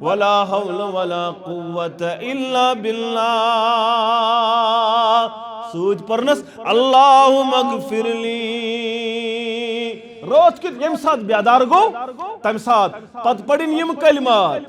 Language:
Kashmiri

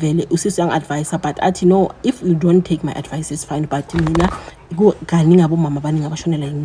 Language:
Zulu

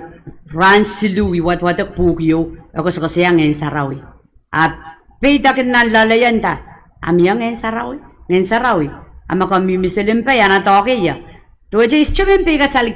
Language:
Pohnpeian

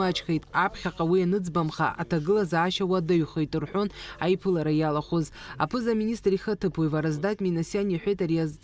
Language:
Abkhazian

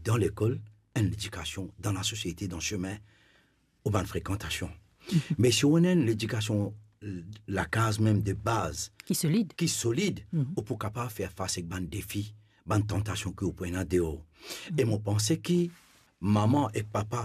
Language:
Morisyen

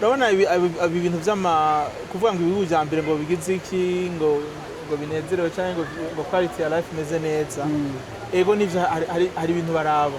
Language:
Rundi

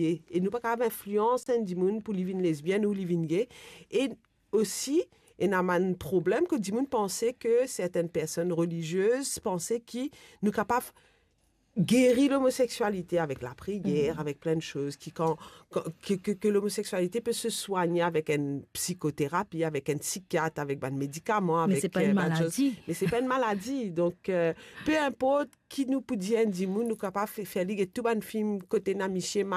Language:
Morisyen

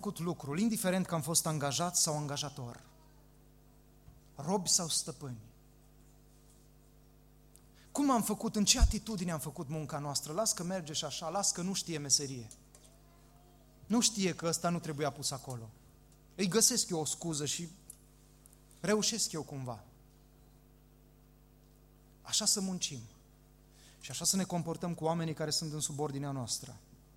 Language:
Romanian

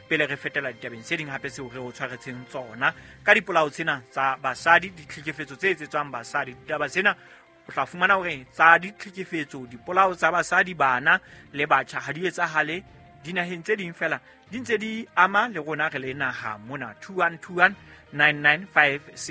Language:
Southern Sotho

